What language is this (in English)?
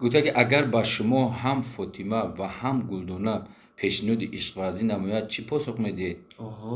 Tajik